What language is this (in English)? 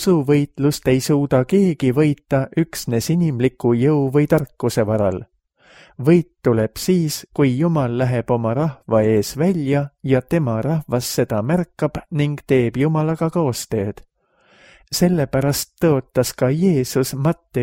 Estonian